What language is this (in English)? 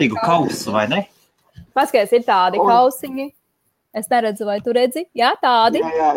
Latvian